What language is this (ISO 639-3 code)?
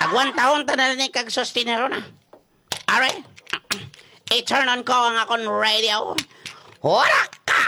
hil